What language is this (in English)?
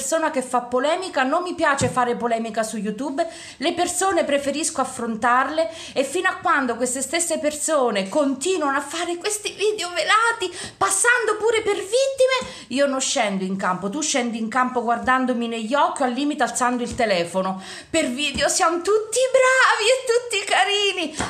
Italian